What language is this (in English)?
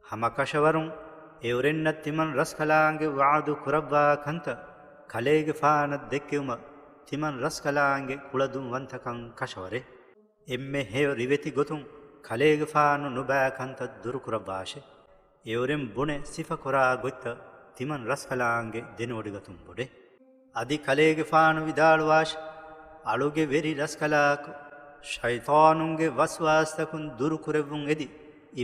Divehi